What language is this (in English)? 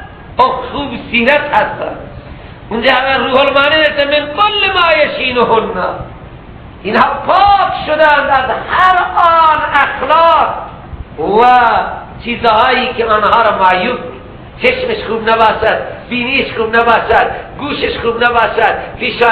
Persian